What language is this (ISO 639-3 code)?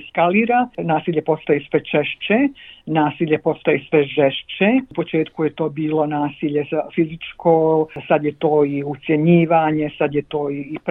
bos